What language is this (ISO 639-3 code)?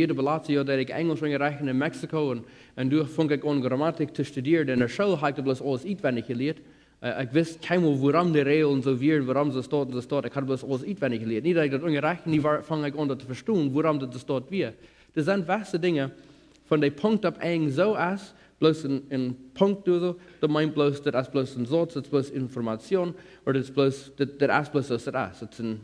pdt